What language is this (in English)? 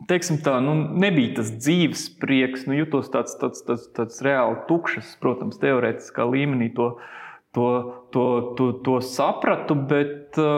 Latvian